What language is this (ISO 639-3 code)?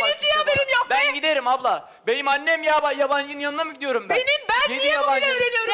tur